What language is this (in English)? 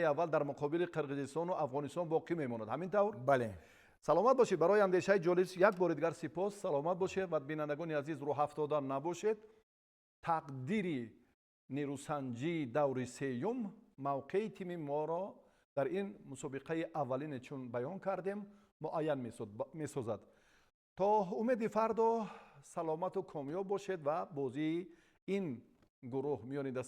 Tajik